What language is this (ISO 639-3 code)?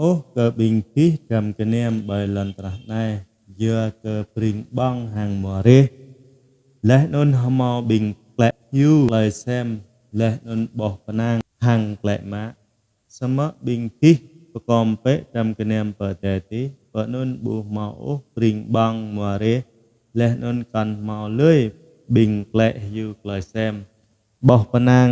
jra